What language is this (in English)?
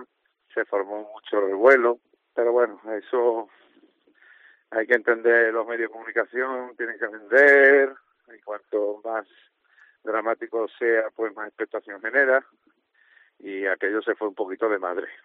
Spanish